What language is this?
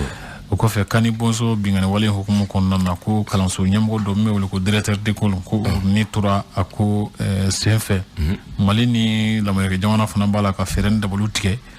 Bambara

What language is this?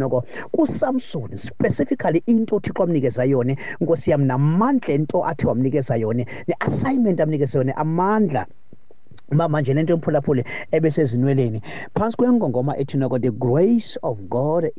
Xhosa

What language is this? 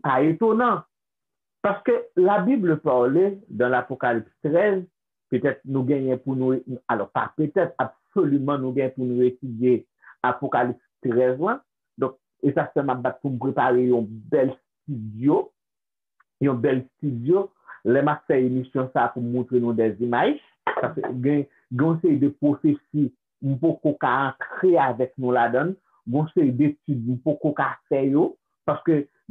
Haitian Creole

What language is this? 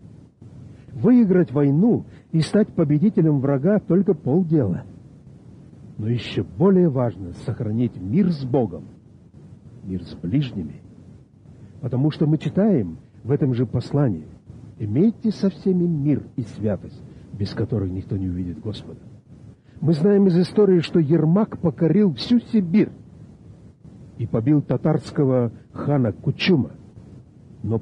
Russian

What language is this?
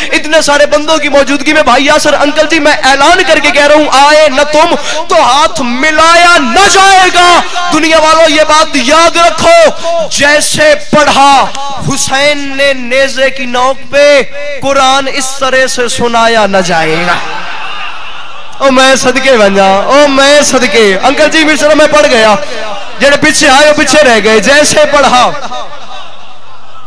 Urdu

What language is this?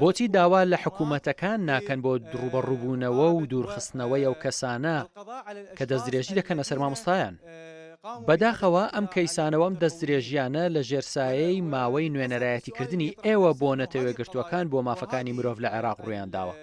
Central Kurdish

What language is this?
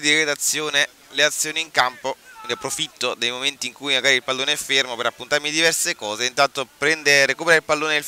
Italian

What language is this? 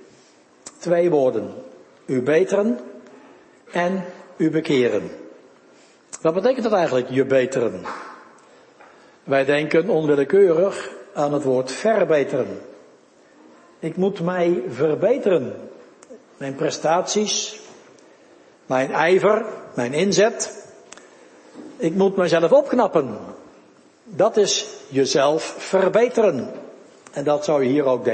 Dutch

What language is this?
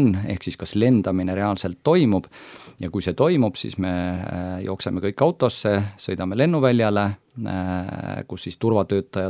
Estonian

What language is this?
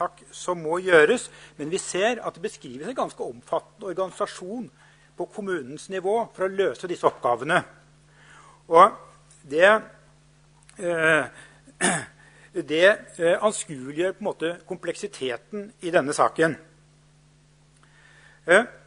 Norwegian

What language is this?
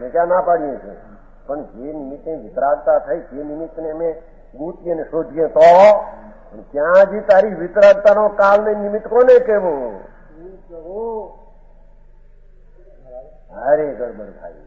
Gujarati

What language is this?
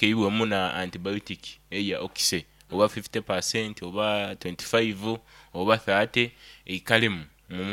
Nyoro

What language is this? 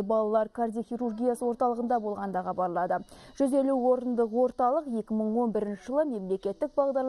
Kazakh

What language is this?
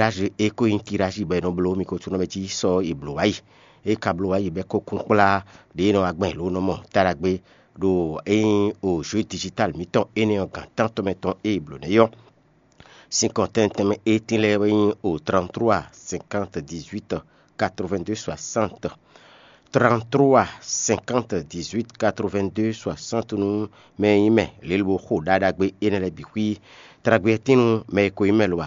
Fon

